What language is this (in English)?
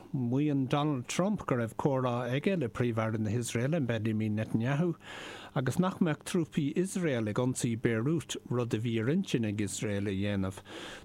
Irish